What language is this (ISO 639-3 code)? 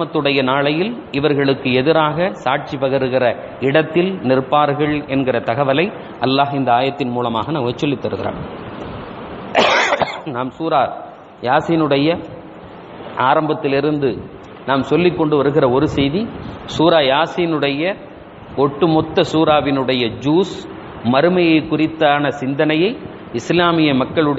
tam